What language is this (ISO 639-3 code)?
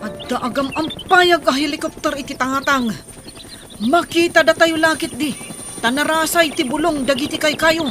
ilo